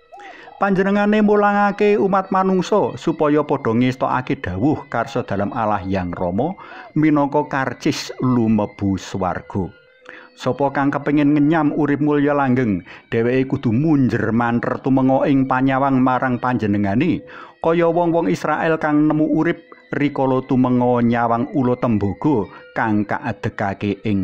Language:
Javanese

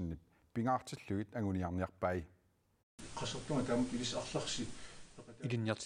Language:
Kalaallisut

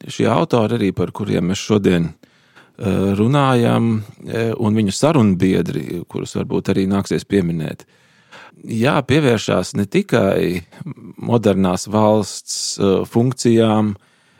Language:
Latvian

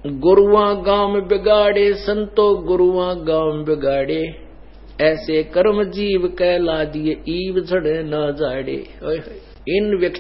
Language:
Hindi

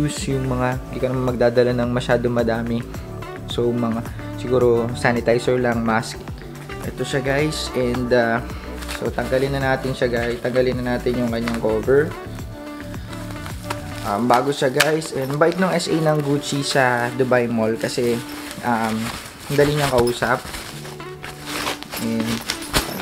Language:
Filipino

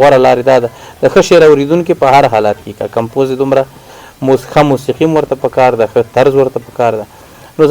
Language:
Pashto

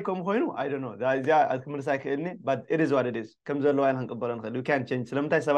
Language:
Tigrinya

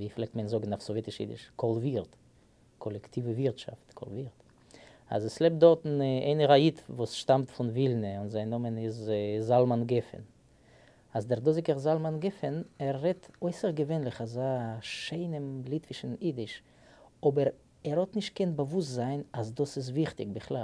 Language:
Yiddish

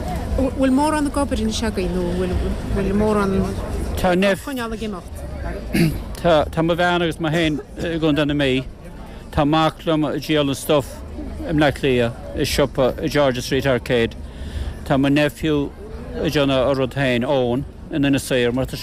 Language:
Irish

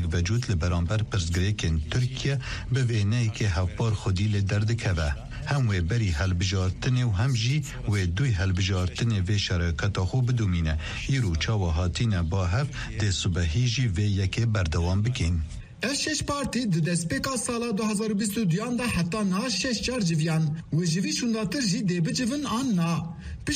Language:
Kurdish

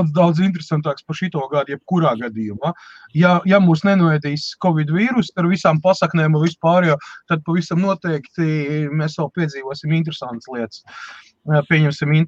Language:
Latvian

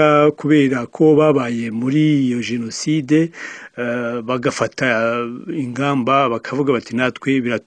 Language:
Kinyarwanda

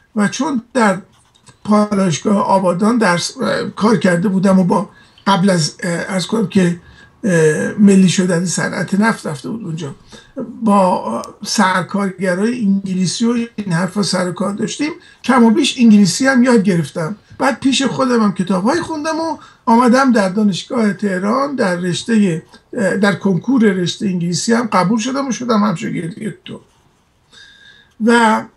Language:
Persian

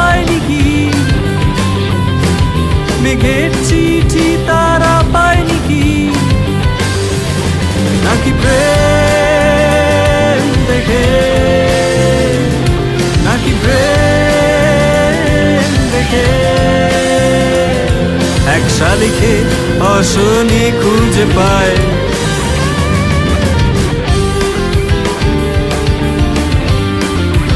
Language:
Bangla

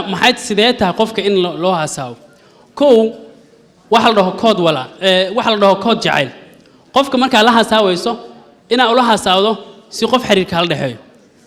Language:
Somali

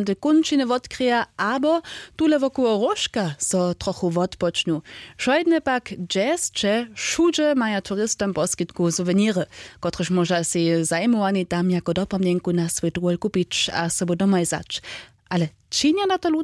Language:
Upper Sorbian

